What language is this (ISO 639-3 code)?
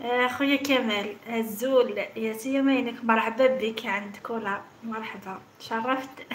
arq